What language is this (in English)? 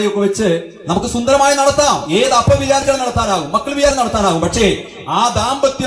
Malayalam